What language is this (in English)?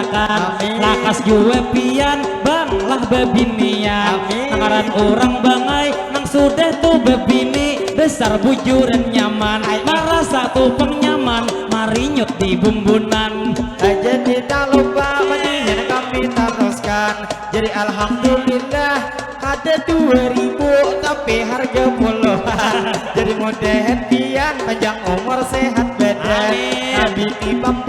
Banjar